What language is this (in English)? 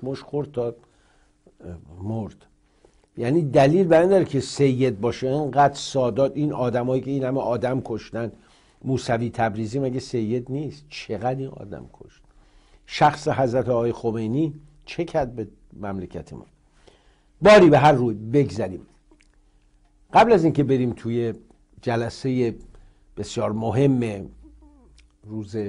Persian